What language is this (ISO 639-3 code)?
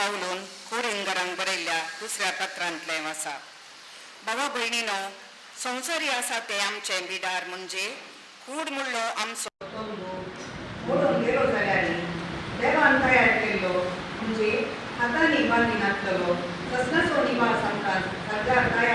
kok